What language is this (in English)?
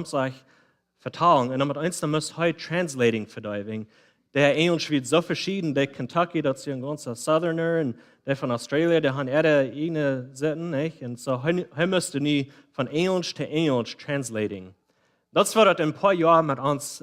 Plautdietsch